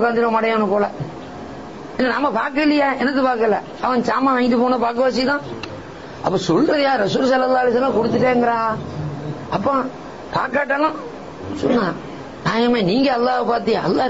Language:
Tamil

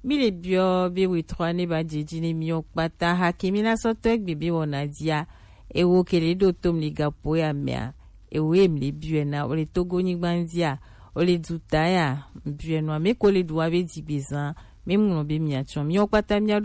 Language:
Gen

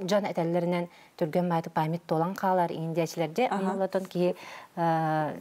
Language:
Yakut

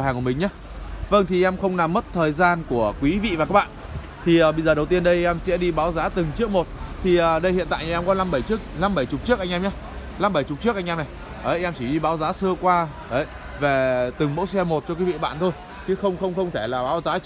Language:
Vietnamese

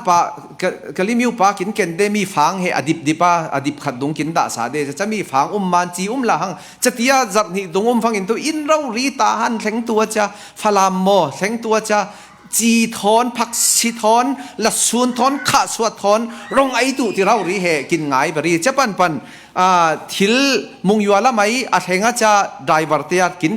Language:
Falam Chin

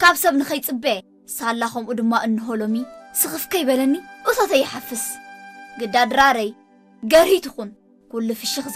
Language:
Tigrinya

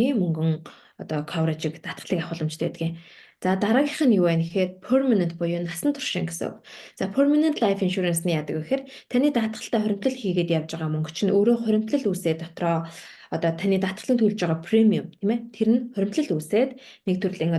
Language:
Mongolian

